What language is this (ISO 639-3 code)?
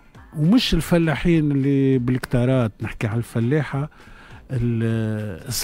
aeb